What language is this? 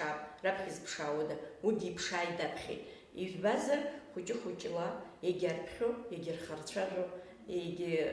Abkhazian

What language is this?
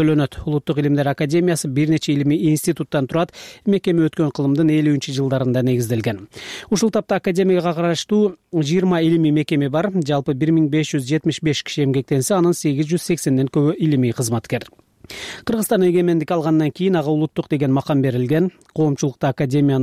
Kyrgyz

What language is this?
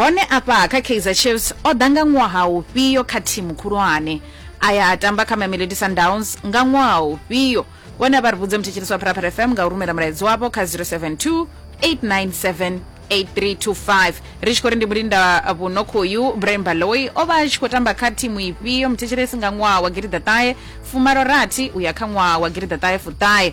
Venda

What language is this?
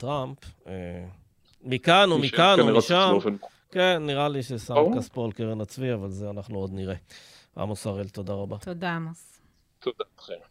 Hebrew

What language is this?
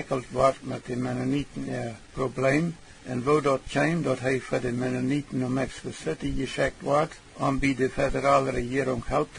Plautdietsch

